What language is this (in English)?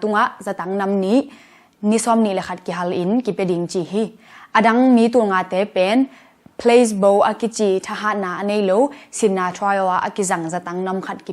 Tedim Chin